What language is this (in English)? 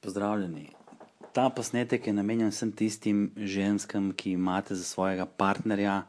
Slovenian